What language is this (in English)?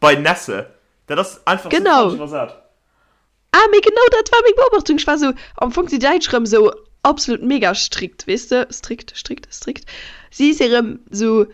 Luxembourgish